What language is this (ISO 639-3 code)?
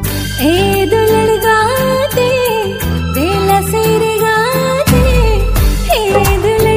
sat